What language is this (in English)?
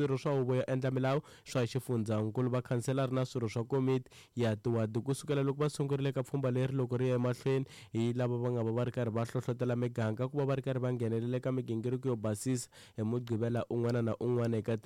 Tsonga